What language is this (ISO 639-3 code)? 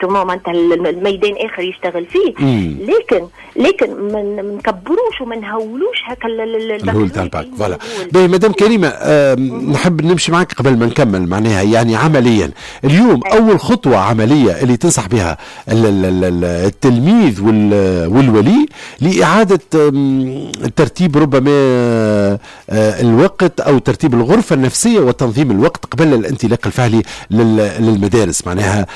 aeb